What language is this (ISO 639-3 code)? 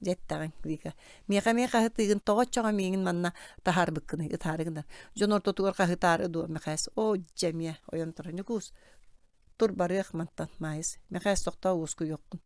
sah